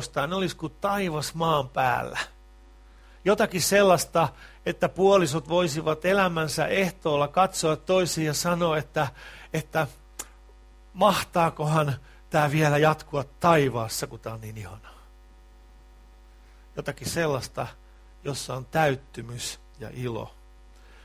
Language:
Finnish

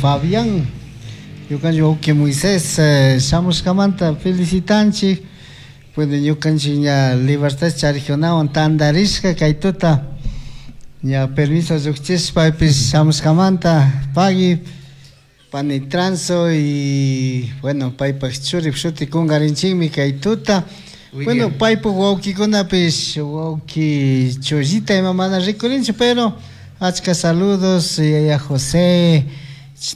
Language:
Chimborazo Highland Quichua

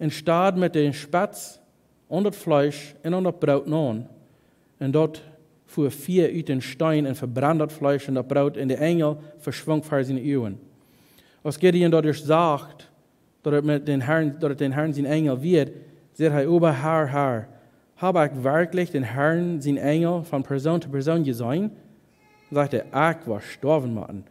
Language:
Plautdietsch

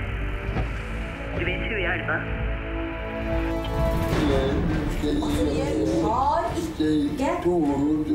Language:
Norwegian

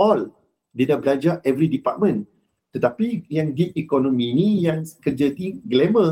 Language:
Malay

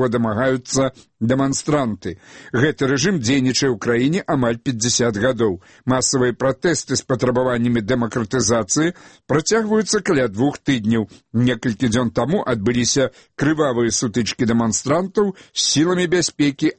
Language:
Belarusian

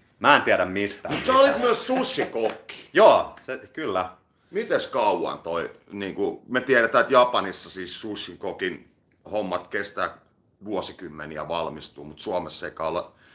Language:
Finnish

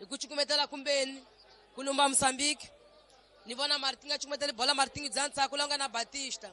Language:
Tsonga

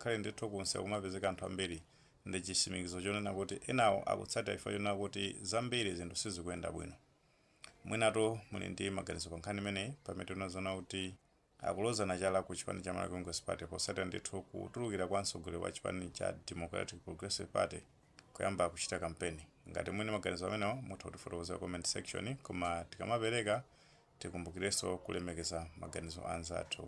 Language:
Nyanja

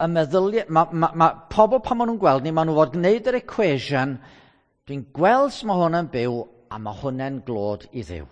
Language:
Welsh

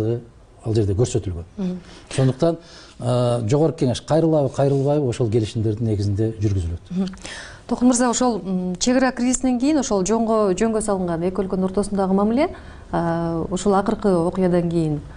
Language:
Kyrgyz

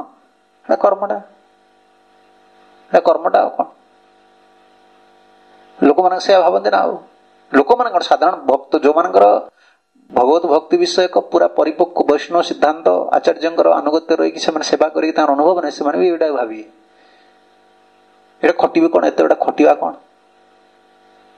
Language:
Odia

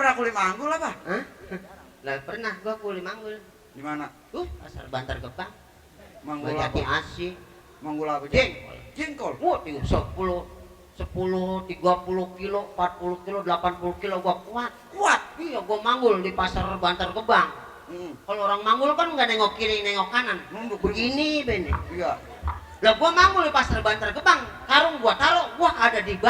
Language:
Betawi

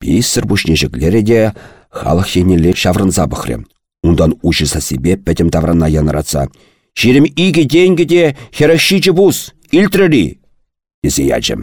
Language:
Chuvash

